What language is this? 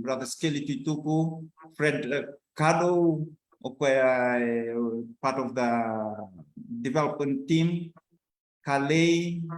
Fijian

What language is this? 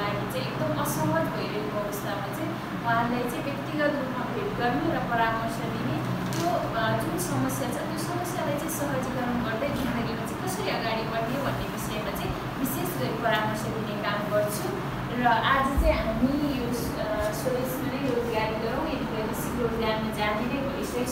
Nepali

